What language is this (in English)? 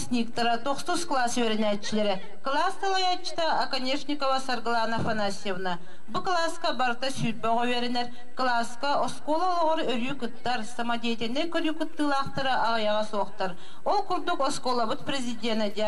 Yakut